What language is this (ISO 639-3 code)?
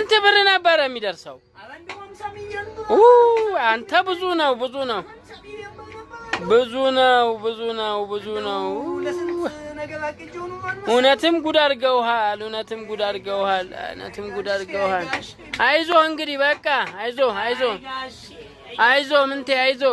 amh